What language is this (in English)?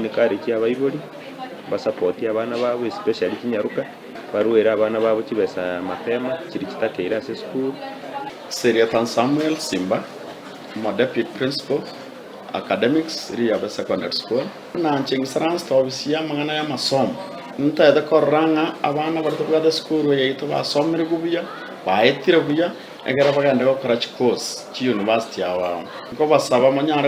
Gusii